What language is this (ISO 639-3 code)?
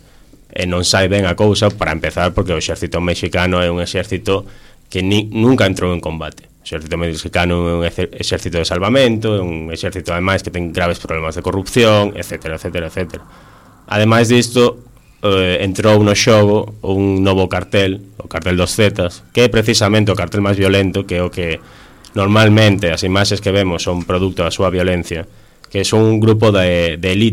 glg